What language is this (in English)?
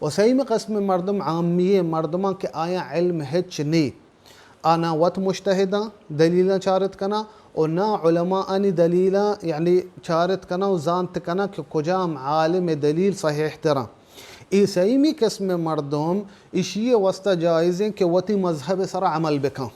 Baluchi